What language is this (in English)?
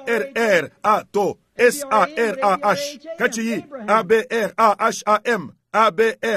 Luba-Lulua